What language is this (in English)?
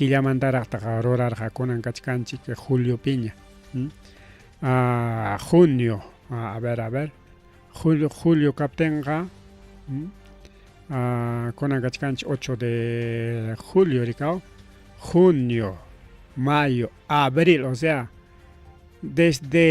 Ayacucho Quechua